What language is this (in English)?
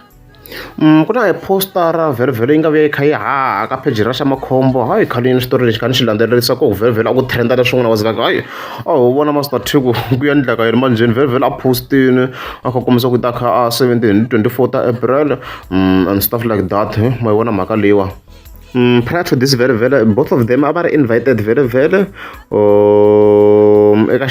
Tsonga